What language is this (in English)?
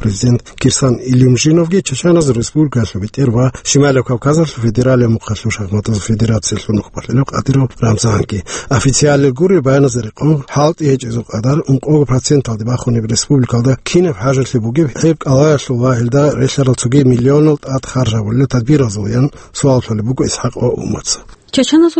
Avaric